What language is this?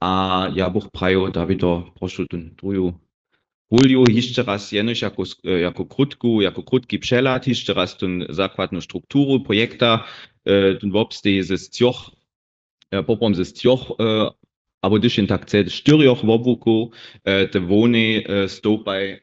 Upper Sorbian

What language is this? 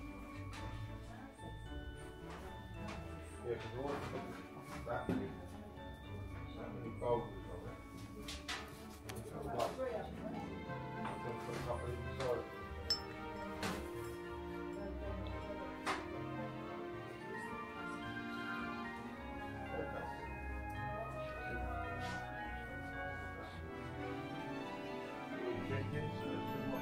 English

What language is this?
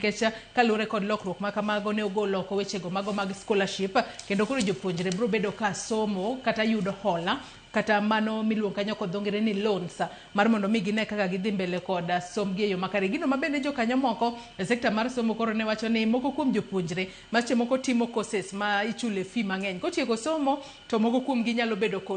Luo (Kenya and Tanzania)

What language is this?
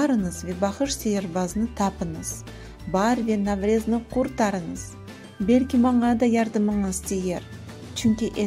Crimean Tatar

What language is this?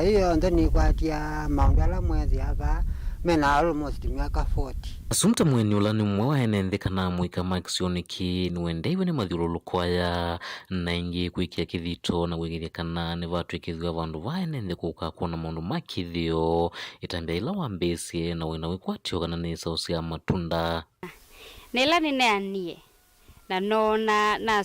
Kamba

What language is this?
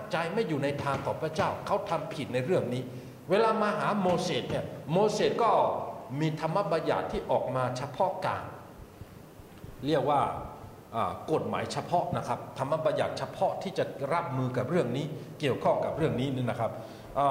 Thai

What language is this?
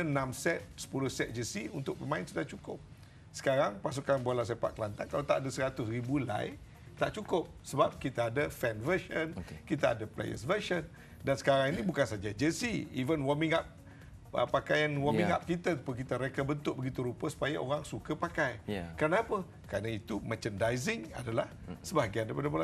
Malay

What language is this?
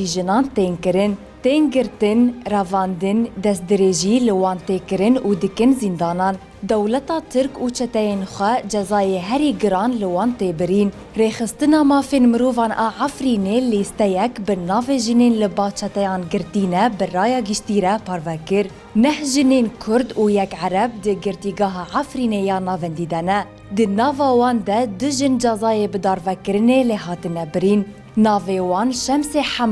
Kurdish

